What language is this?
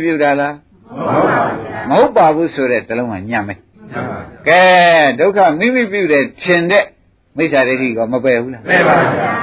Burmese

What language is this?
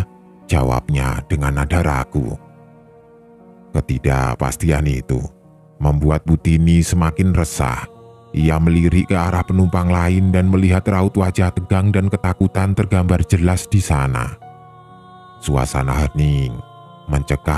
Indonesian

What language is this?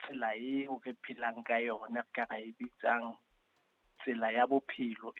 Southern Sotho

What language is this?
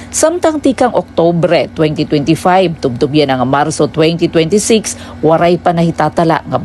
Waray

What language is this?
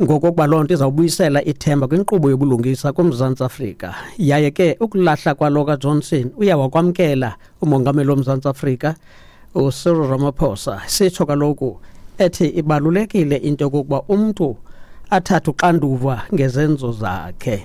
Xhosa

